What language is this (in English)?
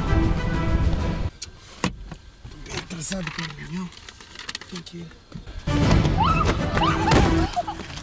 Portuguese